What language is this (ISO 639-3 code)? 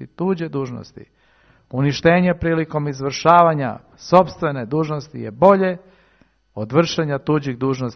srp